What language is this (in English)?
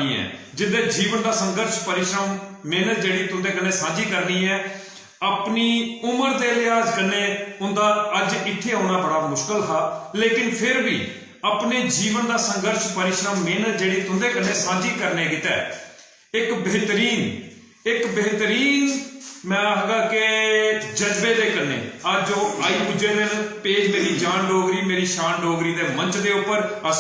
Dogri